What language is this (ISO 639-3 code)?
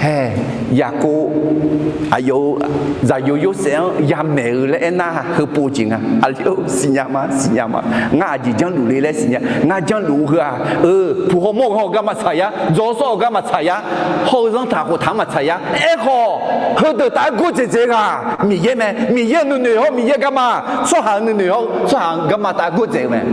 ahk